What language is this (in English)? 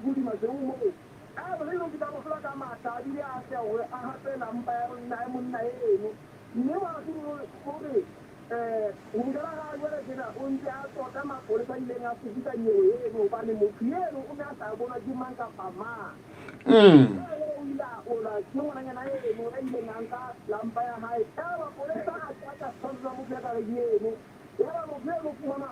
Southern Sotho